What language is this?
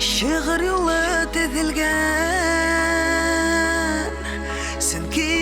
Bashkir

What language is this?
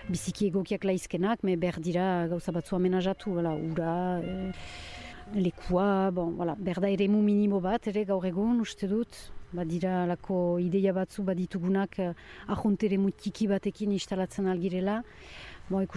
Basque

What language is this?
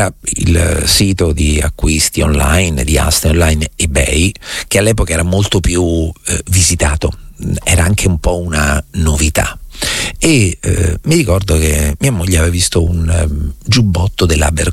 Italian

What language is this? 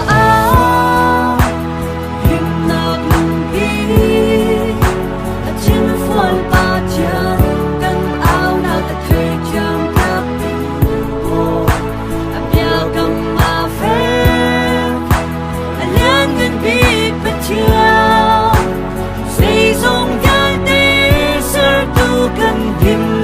Hakha Chin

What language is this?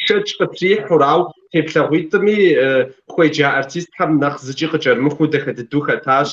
Kabardian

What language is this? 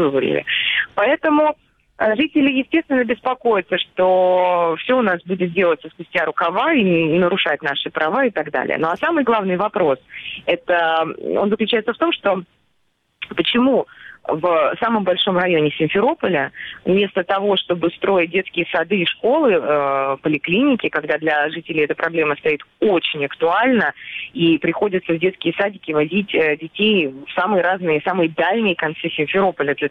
Russian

